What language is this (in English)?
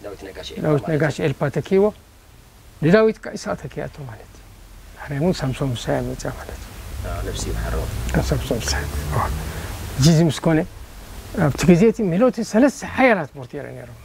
Tigrinya